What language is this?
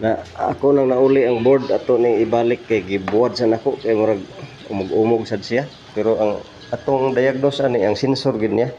Cebuano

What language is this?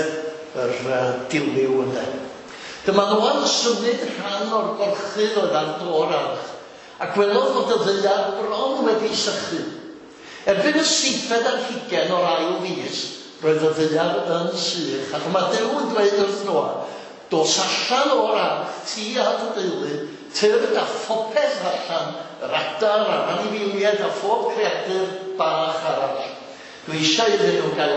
Welsh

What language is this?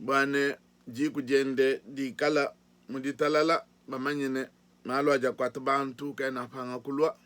Luba-Lulua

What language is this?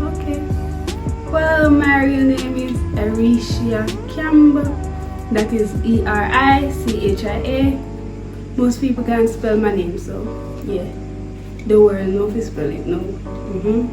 Jamaican Creole English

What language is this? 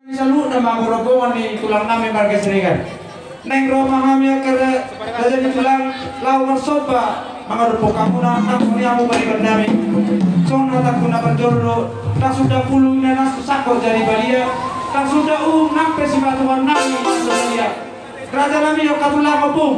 Batak Toba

